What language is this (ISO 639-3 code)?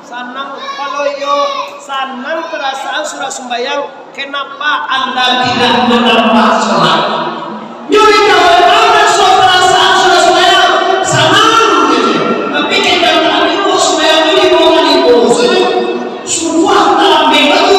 min